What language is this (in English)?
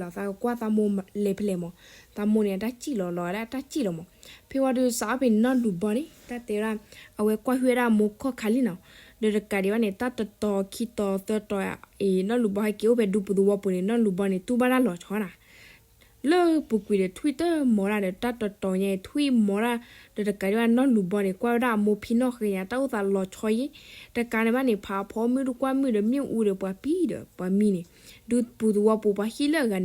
S'gaw Karen